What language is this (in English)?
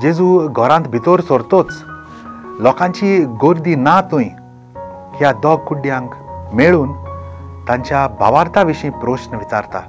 Konkani